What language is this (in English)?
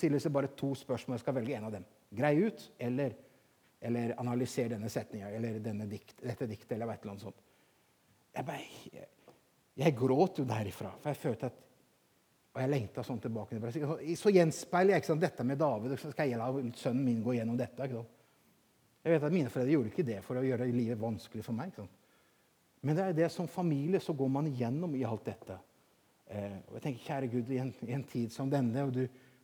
Norwegian